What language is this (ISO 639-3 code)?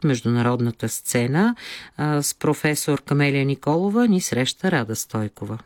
bul